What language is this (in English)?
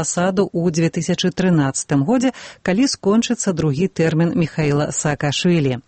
Belarusian